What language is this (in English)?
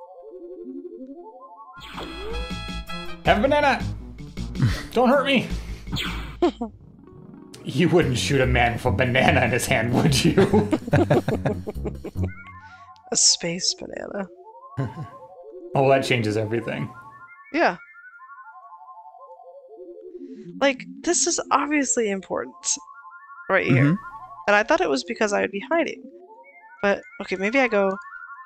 English